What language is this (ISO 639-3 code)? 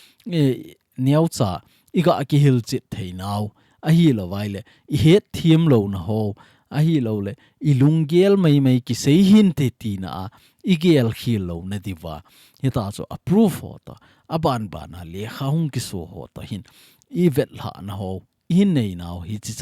tcz